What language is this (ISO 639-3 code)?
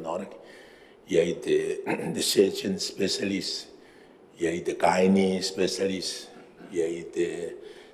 gil